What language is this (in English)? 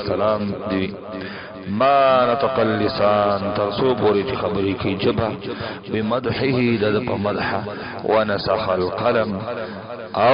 Pashto